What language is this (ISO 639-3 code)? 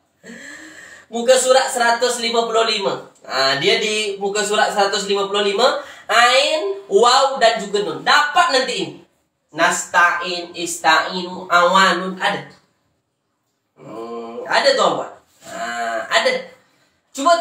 msa